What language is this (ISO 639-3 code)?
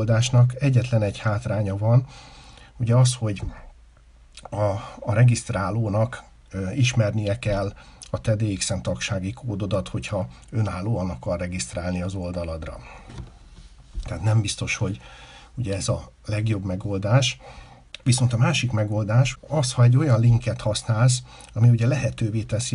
hun